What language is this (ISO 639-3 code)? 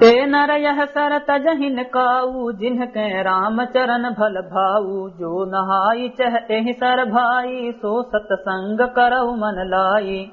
awa